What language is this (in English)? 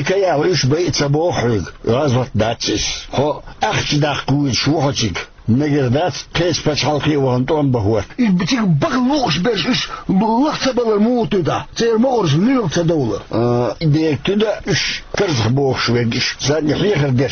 Chechen